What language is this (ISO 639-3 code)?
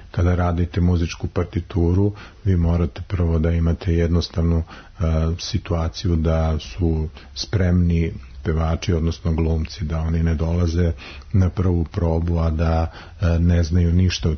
srp